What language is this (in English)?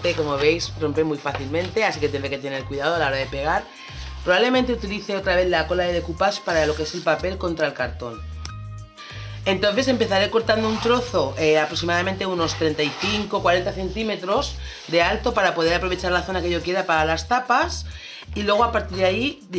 Spanish